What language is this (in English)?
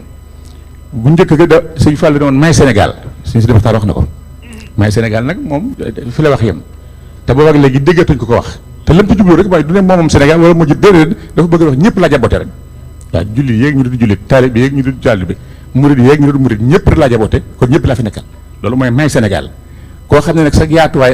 Wolof